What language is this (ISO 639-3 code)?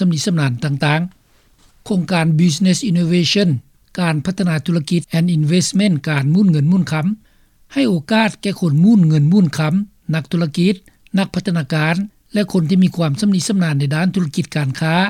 lao